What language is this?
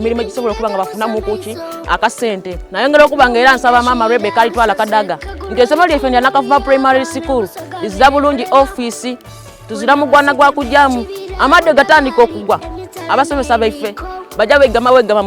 Soga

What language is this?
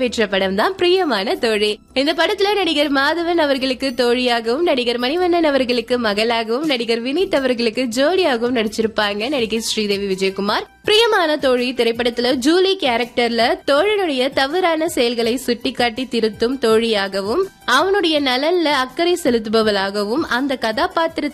Tamil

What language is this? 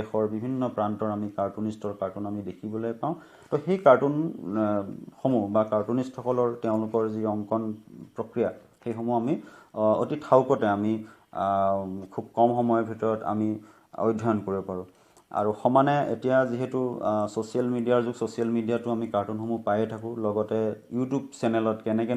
Assamese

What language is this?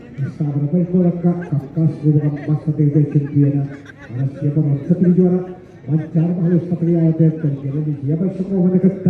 Yakut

